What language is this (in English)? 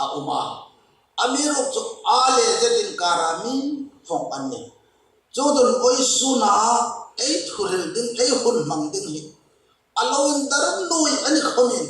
Hmar